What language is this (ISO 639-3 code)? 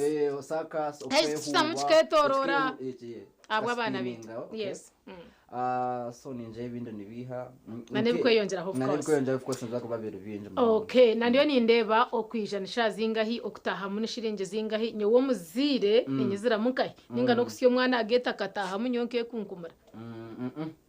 nyn